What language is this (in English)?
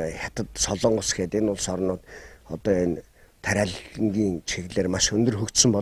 Mongolian